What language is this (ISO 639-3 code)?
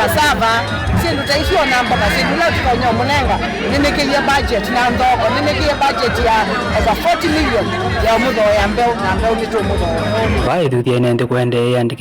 kam